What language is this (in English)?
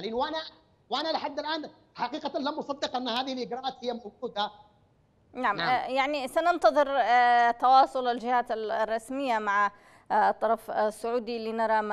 Arabic